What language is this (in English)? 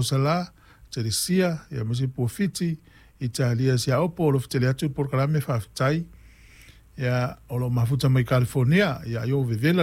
Samoan